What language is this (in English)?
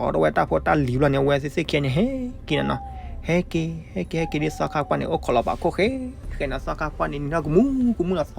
S'gaw Karen